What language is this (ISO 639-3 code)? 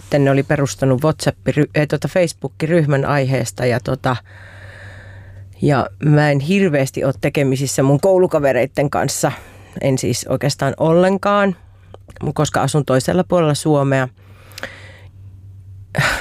fin